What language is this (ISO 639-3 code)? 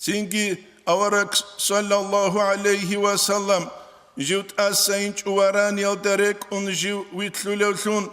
ava